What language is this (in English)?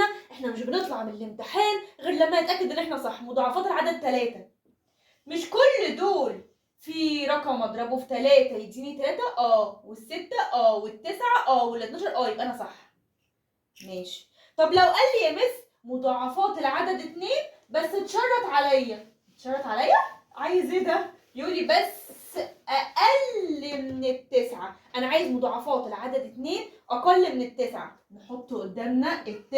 Egyptian Arabic